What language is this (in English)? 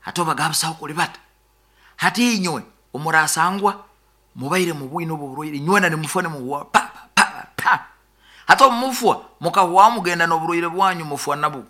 Nyoro